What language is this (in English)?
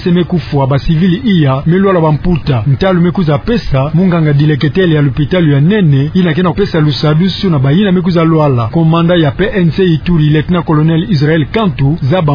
Kituba (Democratic Republic of Congo)